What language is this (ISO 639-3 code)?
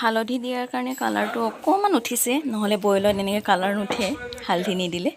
asm